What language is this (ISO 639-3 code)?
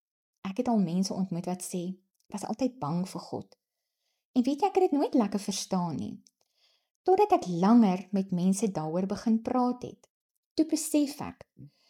afr